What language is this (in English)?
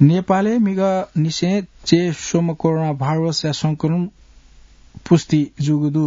Newari